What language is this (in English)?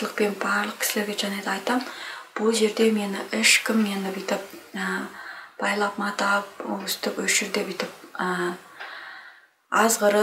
Kazakh